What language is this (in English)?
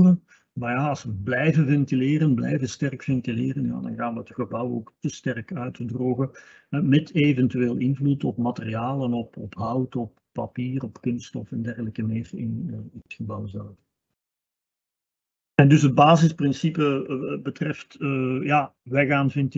Dutch